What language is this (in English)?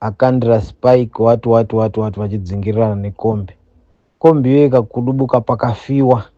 Shona